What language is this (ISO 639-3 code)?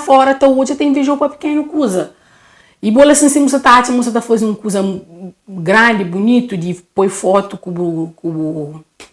kea